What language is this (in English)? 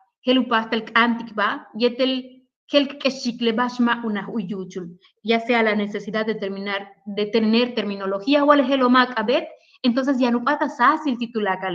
Yucateco